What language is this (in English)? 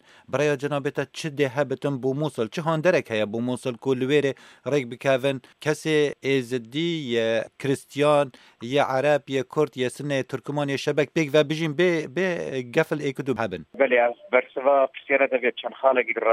Kurdish